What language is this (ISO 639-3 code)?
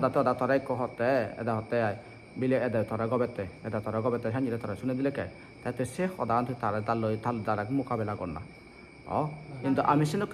ccp